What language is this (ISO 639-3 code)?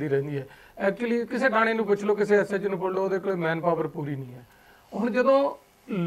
pan